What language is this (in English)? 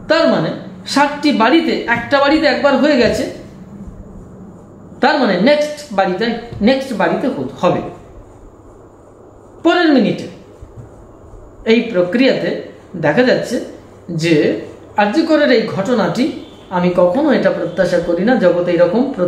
Bangla